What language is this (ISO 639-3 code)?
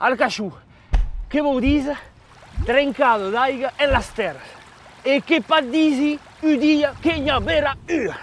oci